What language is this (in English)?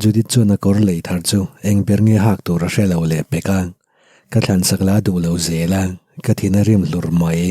Mizo